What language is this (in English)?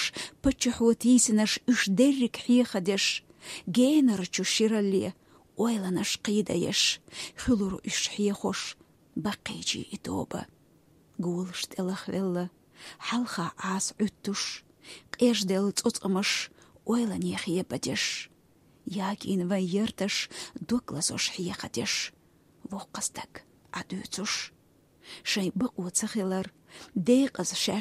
Chechen